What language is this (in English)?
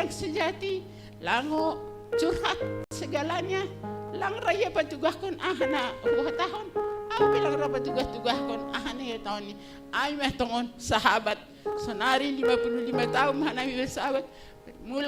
Batak Simalungun